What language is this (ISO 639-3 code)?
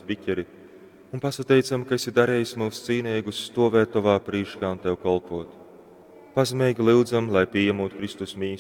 ltg